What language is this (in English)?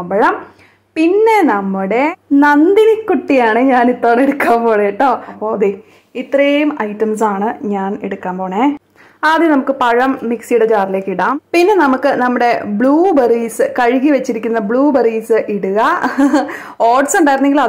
Malayalam